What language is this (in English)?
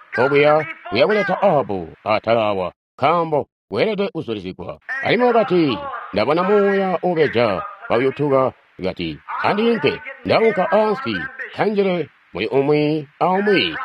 Tonga (Zambia)